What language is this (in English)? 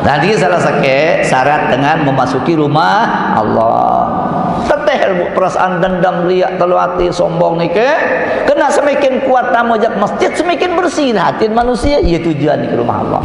Sasak